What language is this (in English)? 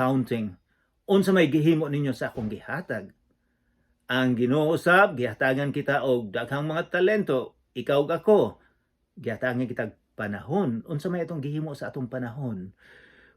Cebuano